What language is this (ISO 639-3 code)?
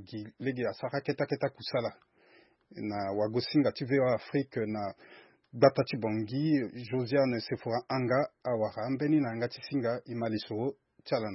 sag